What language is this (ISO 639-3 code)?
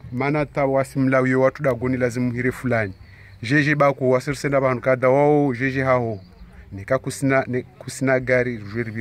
swa